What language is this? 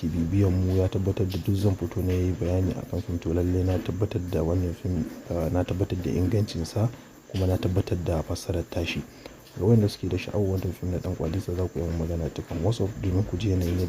Hausa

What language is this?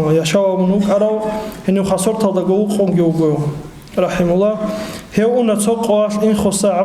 Avaric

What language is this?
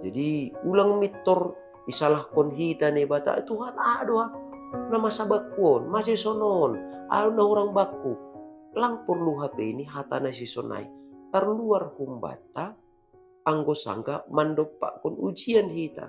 Batak Simalungun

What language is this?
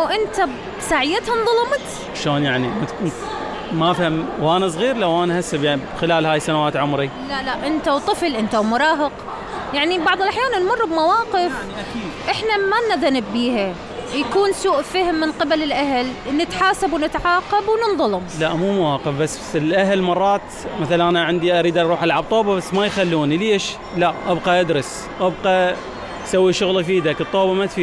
Mesopotamian Arabic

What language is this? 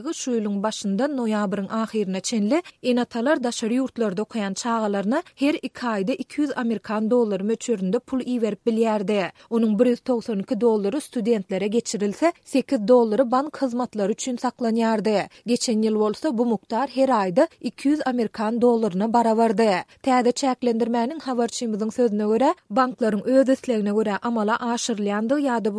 Turkmen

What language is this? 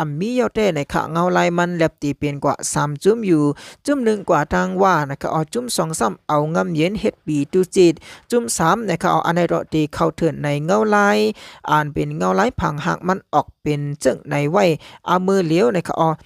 Shan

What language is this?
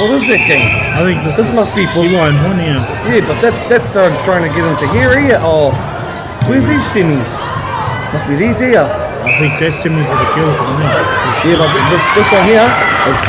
Māori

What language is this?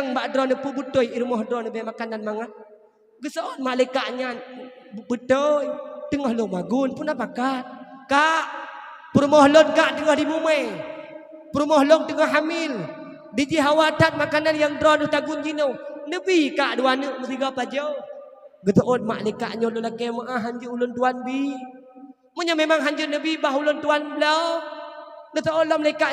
Achinese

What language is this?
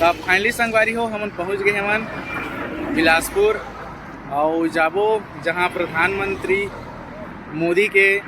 Chhattisgarhi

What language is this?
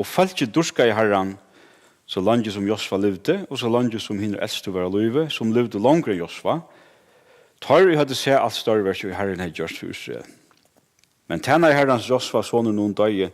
Faroese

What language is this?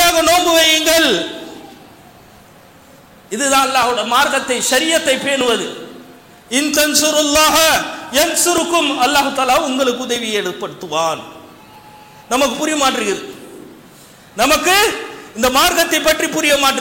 Tamil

